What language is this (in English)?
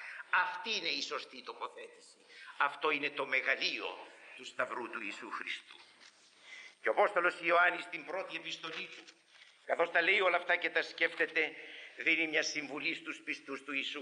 Greek